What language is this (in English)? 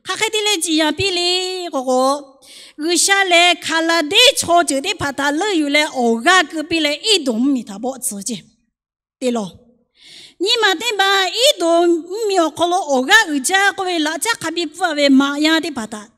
Lahu